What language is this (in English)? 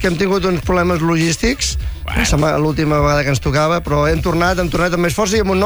Catalan